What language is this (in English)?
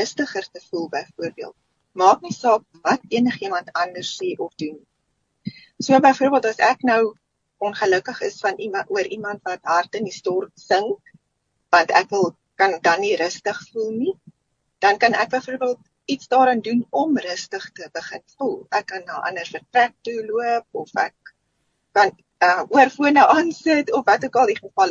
Afrikaans